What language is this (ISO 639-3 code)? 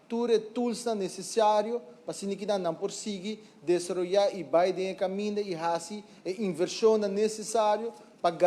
pap